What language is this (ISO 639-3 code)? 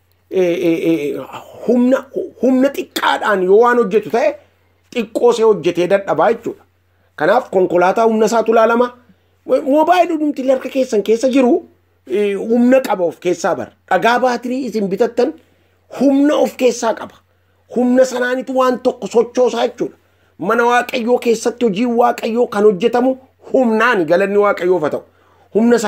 orm